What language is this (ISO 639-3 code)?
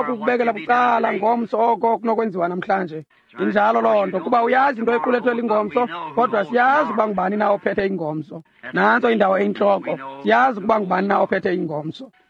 xho